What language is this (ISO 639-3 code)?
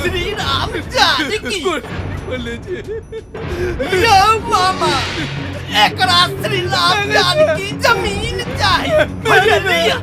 mai